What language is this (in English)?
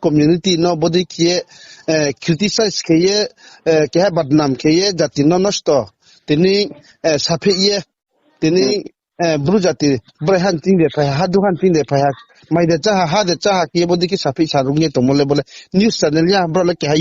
Riang (India)